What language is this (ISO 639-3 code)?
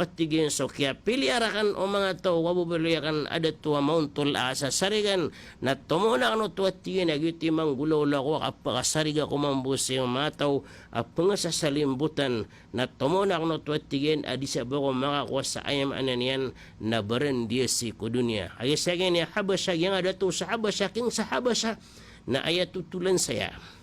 mrw